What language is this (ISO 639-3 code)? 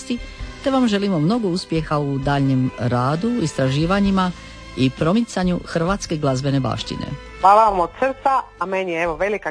hrv